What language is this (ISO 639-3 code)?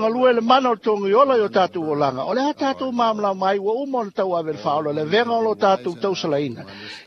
smo